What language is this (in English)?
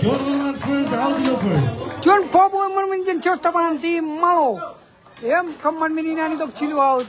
Marshallese